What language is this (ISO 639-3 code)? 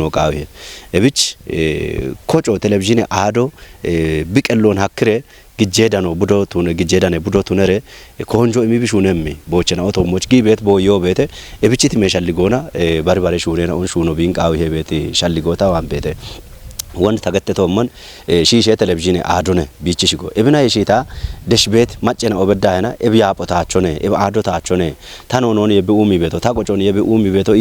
kbr